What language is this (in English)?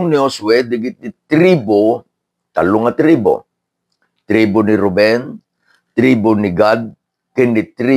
Iloko